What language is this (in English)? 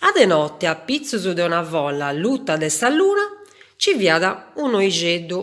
Sardinian